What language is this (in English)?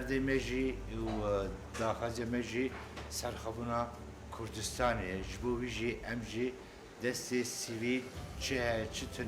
Kurdish